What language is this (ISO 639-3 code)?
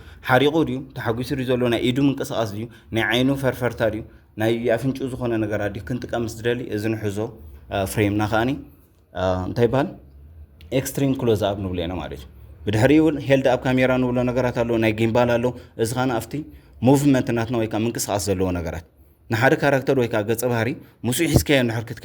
tir